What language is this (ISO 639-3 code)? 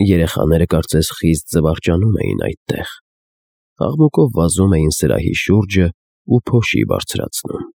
hye